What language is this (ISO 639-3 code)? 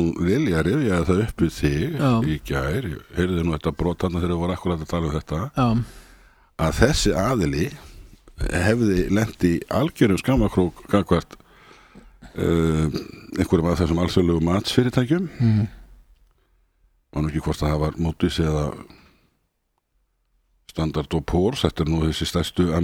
isl